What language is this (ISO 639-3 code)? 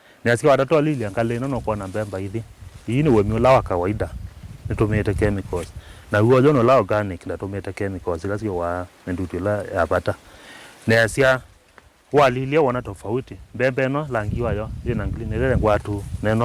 kam